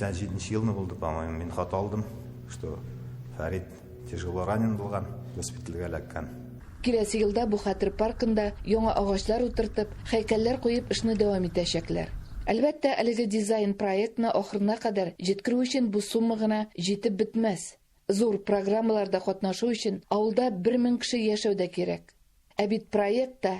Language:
Tatar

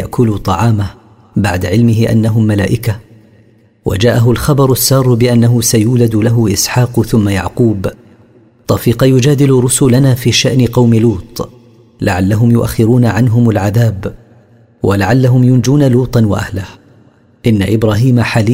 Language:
Arabic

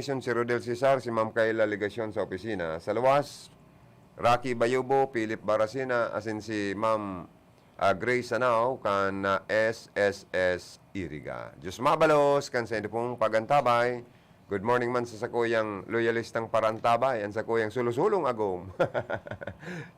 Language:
Bikol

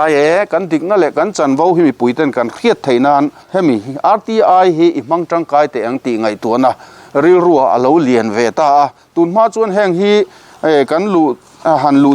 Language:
Mizo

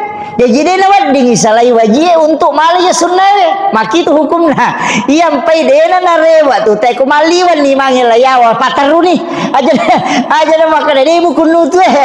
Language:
Buginese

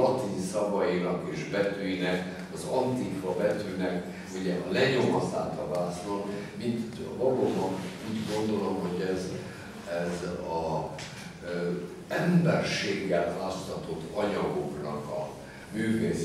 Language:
Hungarian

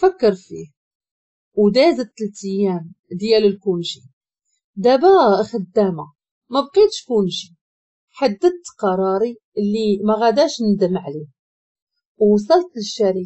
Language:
Moroccan Arabic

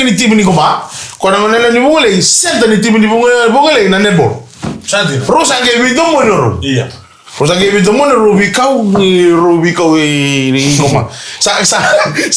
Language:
Fijian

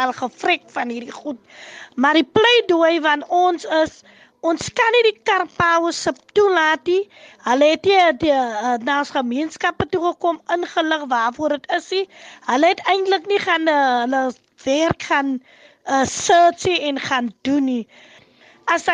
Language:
Afrikaans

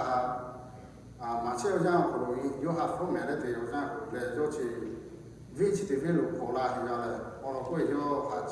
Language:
Lahu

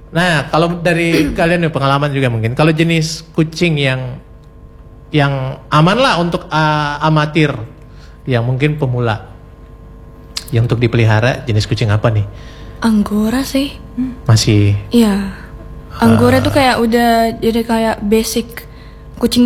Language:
Indonesian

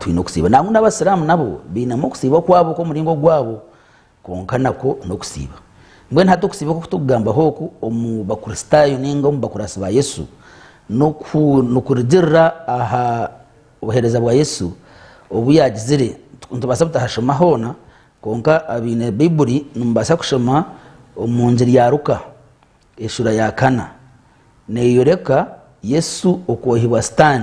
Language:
Nyankole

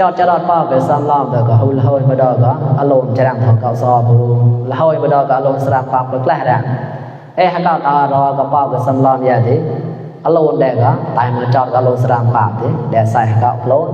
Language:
Mon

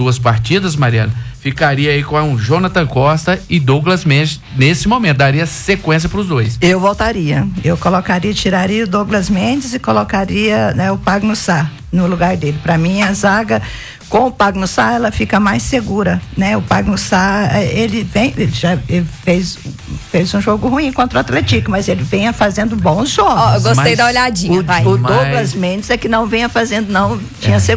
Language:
Portuguese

